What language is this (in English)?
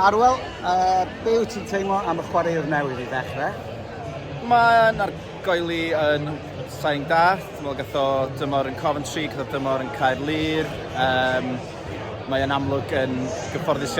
Welsh